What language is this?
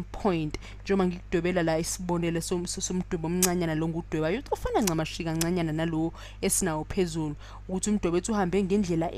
Zulu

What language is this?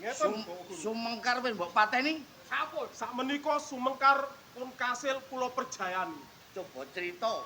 Javanese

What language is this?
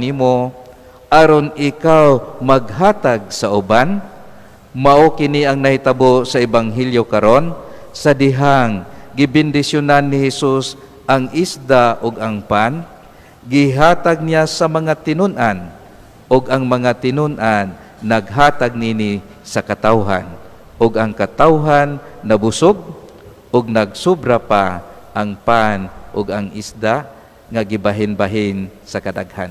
Cebuano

